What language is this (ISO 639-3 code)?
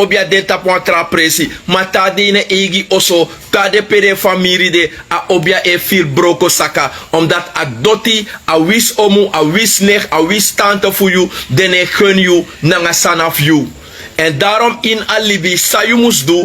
srn